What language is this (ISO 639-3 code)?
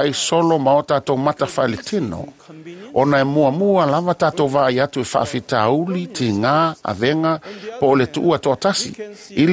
smo